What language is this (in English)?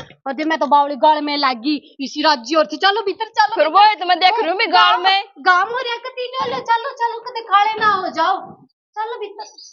Haryanvi